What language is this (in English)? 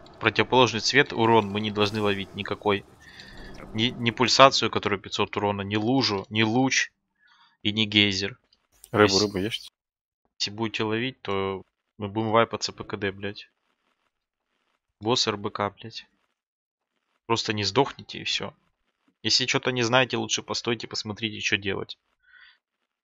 Russian